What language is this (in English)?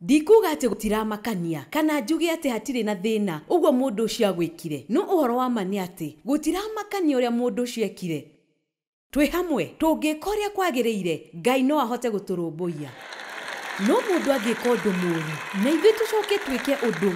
Kikuyu